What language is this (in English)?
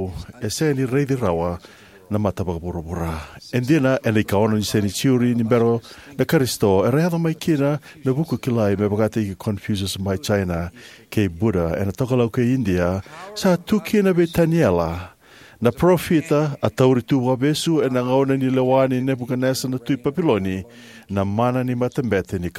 Fijian